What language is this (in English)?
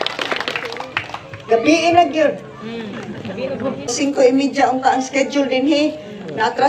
Cebuano